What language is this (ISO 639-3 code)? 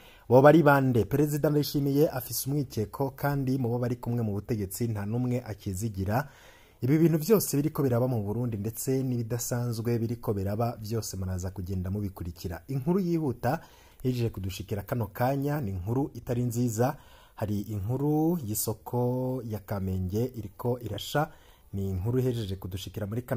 run